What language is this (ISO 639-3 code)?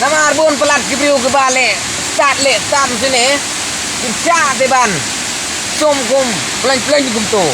kha